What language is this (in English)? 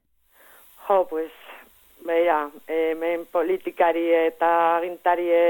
Basque